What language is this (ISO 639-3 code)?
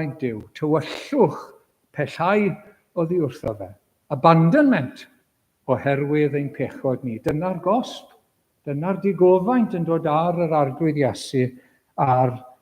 cym